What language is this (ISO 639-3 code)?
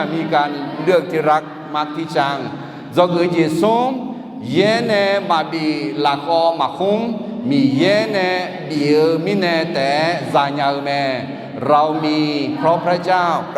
ahk